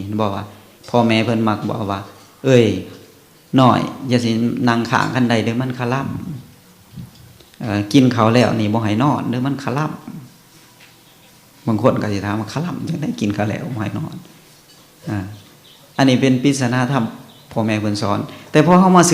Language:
Lao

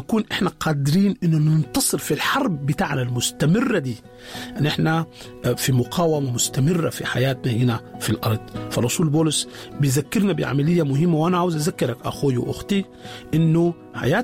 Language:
Sudanese Arabic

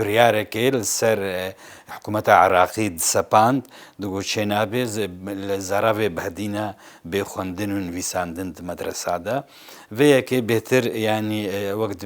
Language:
Kurdish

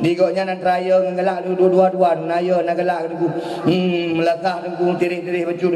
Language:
Achinese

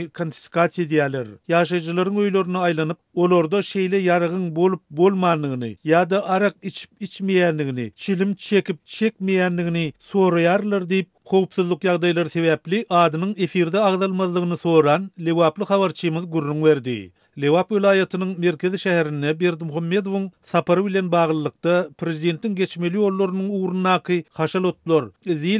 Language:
Turkmen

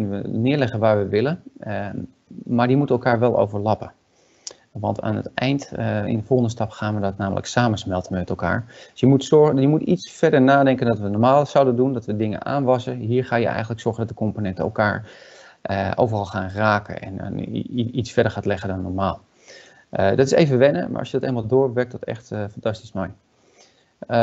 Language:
Dutch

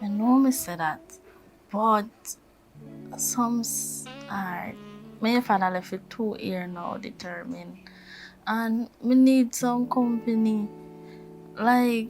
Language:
Jamaican Creole English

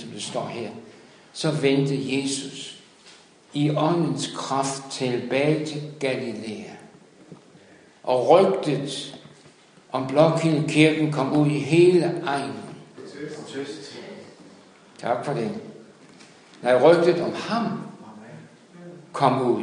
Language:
Danish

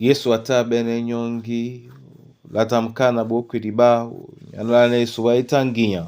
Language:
Duala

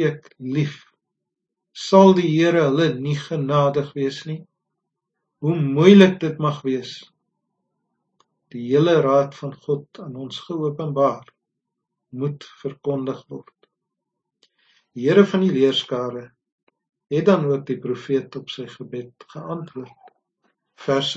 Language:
Afrikaans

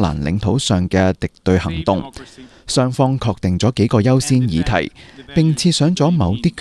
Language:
Cantonese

